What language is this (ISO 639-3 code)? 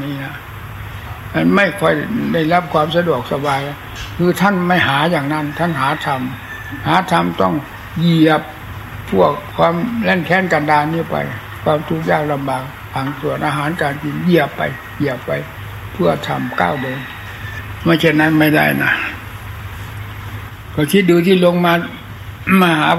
tha